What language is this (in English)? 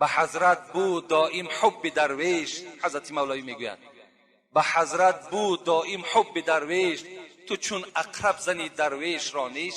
Tajik